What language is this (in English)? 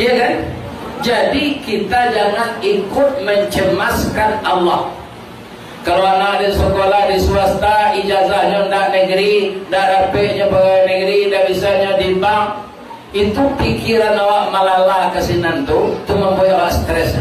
Minangkabau